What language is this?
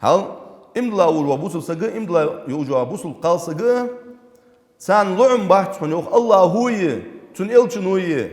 Ingush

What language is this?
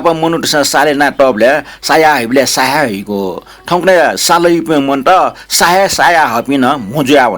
Newari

